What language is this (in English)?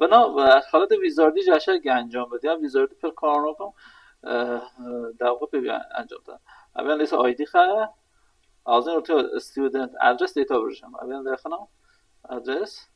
Kurdish